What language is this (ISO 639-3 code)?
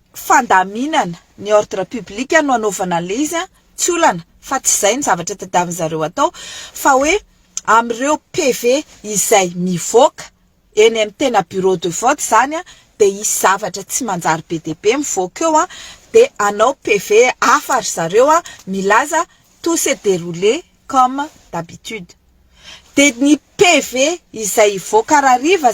mlg